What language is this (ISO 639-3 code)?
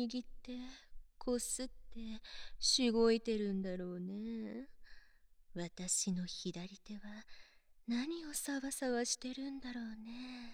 jpn